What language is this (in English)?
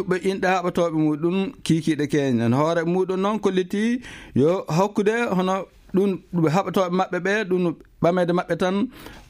Maasina Fulfulde